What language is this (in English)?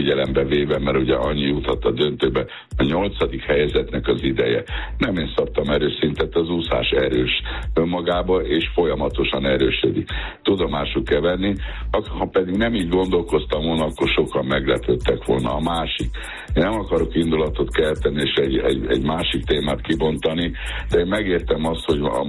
Hungarian